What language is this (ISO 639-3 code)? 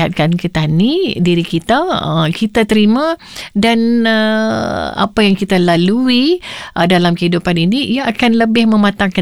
msa